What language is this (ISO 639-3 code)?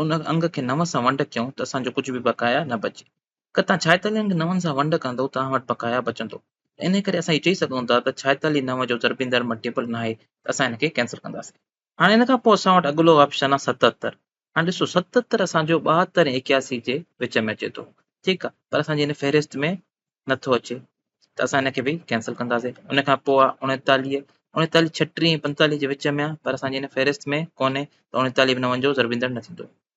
snd